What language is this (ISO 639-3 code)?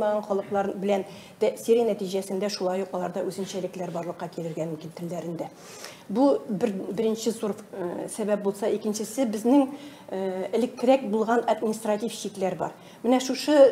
tat